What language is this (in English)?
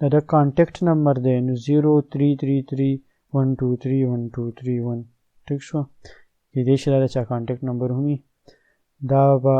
Pashto